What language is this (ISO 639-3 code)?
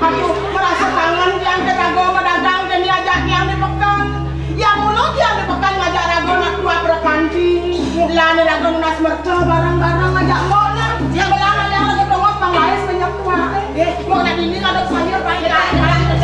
ban